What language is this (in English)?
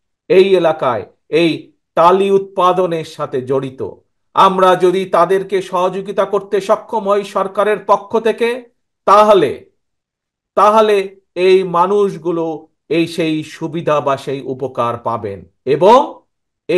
Bangla